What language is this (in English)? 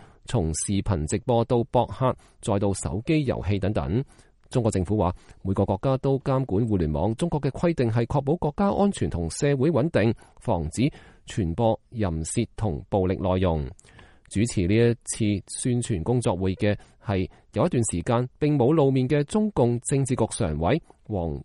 Cantonese